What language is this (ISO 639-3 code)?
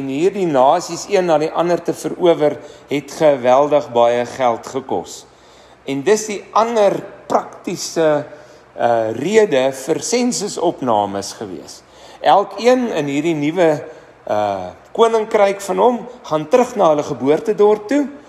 afr